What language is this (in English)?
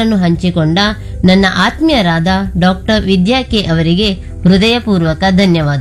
Kannada